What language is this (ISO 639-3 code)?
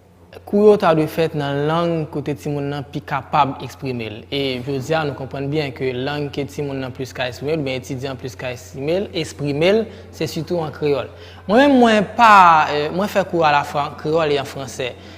hat